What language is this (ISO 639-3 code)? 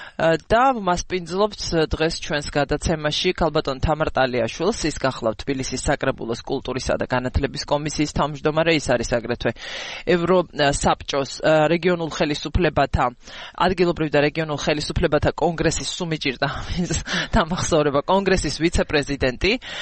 kat